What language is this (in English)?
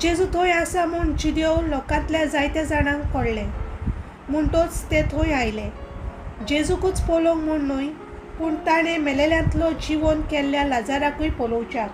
Konkani